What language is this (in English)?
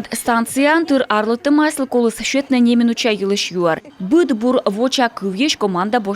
Komi